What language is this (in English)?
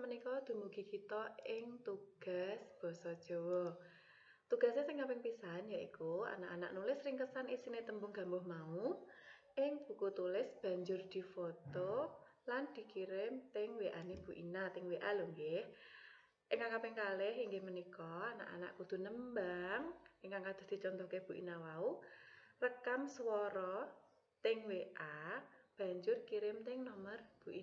Javanese